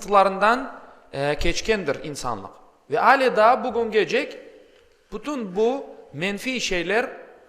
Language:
Crimean Tatar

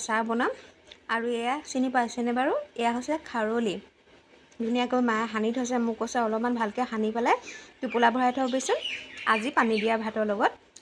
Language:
Assamese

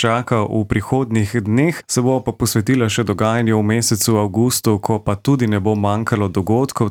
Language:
Slovenian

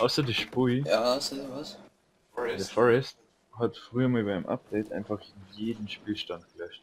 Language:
Bavarian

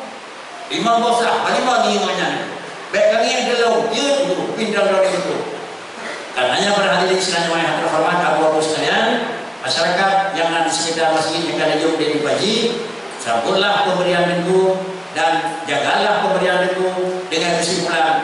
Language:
Malay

